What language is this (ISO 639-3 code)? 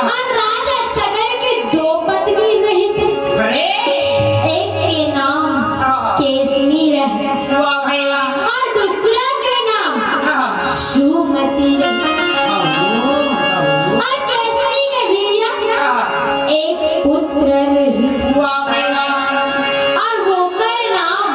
hne